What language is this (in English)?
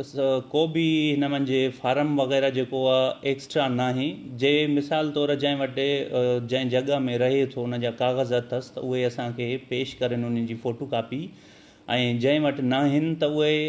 Sindhi